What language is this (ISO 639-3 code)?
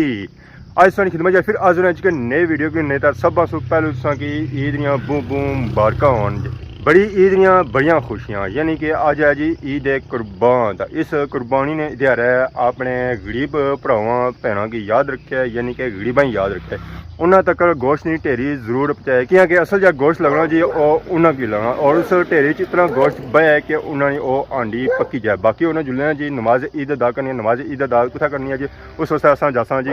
phr